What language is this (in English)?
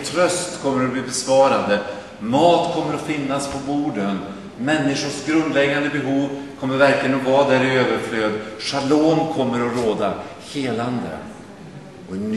Swedish